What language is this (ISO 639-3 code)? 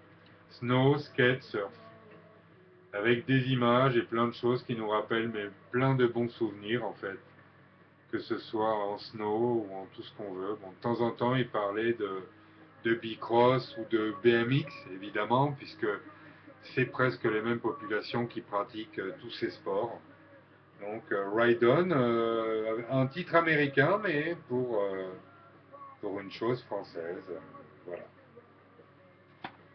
fra